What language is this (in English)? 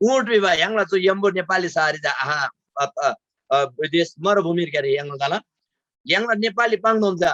Eastern Tamang